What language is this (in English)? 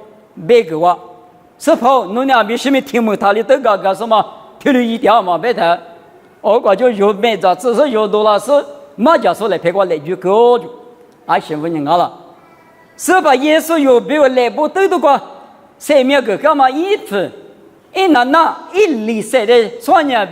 Lisu